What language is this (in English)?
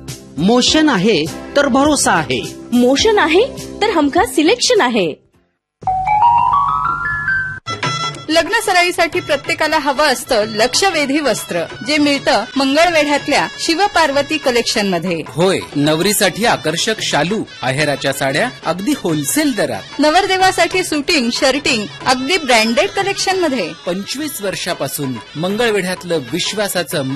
Marathi